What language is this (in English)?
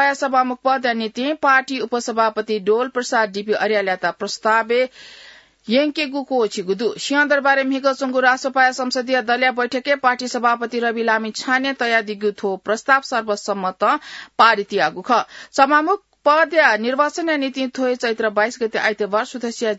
Newari